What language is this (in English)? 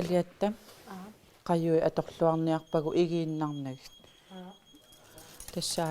Kalaallisut